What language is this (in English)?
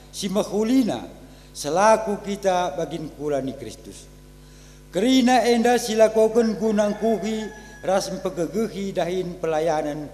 Batak Karo